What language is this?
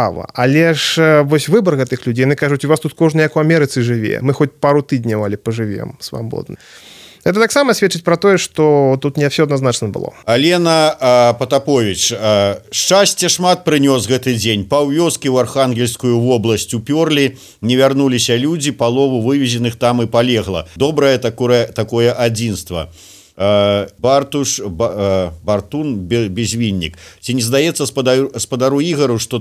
Belarusian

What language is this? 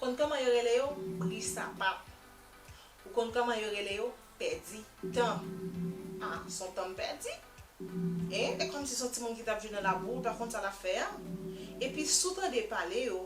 Haitian Creole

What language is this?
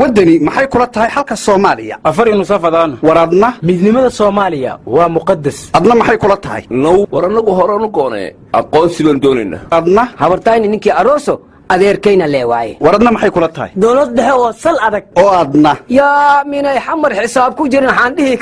Somali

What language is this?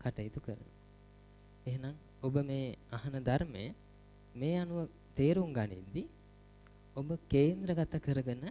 Sinhala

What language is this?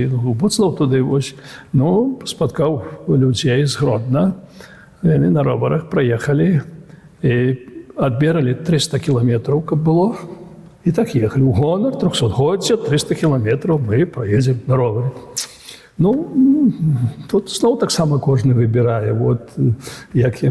Belarusian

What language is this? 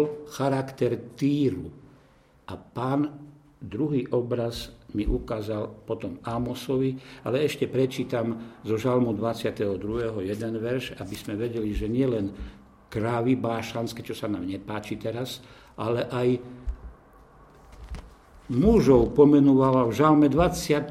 Slovak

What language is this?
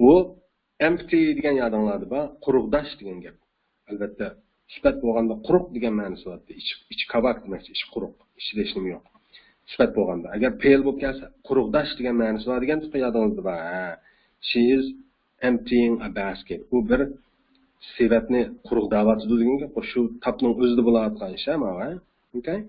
Uyghur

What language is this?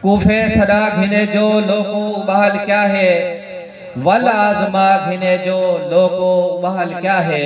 Saraiki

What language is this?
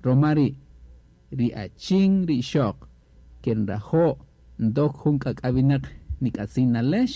Kaqchikel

